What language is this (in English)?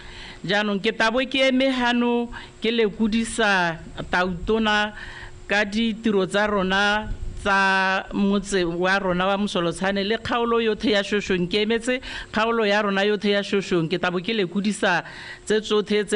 Tswana